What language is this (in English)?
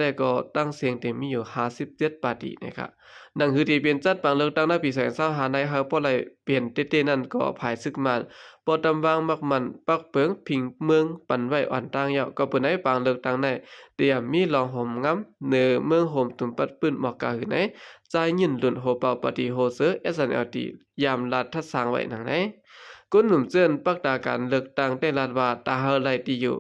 Shan